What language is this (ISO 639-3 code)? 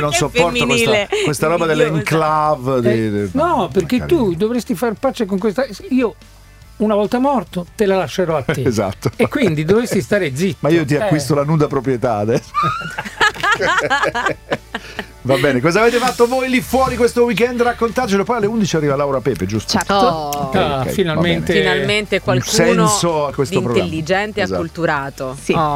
ita